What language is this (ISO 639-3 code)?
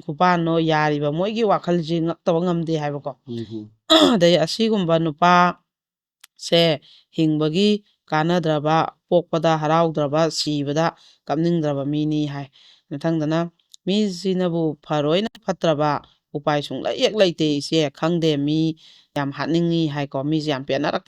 mni